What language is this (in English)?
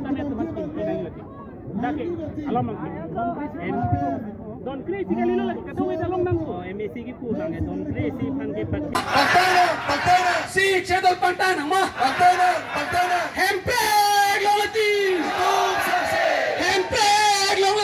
Karbi